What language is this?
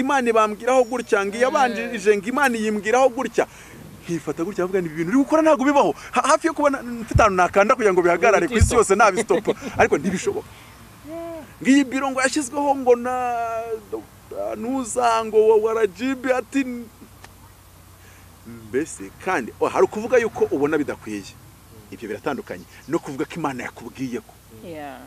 Kinyarwanda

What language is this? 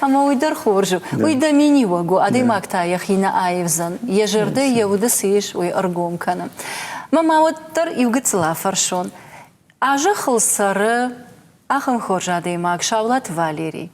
Ossetic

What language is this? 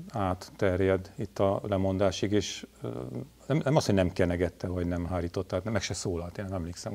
Hungarian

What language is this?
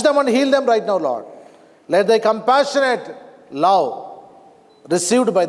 Lisu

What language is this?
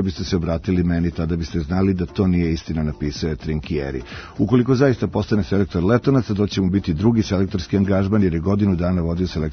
Serbian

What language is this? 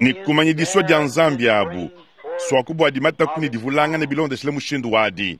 Luba-Lulua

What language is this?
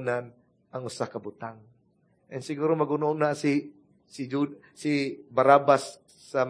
Cebuano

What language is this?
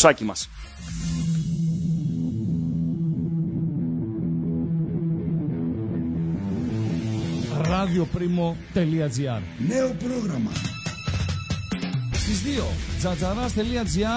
Greek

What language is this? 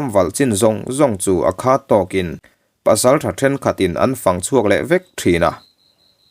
Mizo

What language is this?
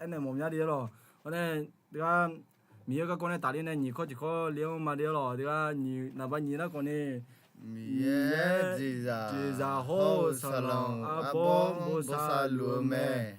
Akha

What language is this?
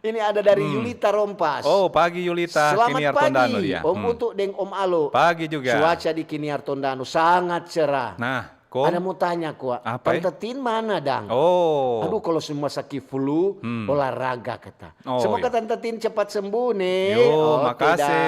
Manado Malay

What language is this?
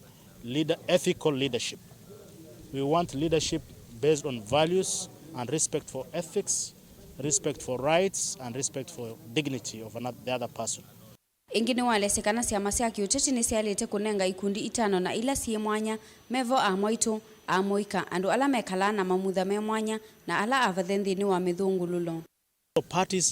Kamba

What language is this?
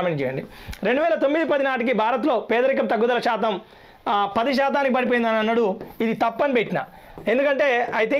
Telugu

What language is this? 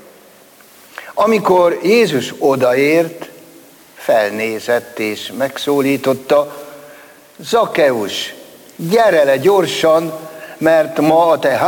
Hungarian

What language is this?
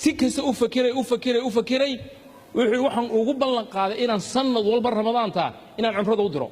Somali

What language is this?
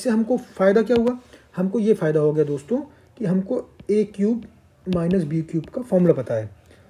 Hindi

